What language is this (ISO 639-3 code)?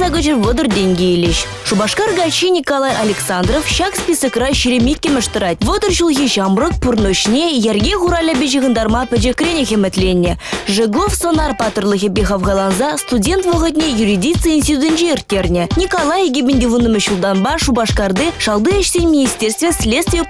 chv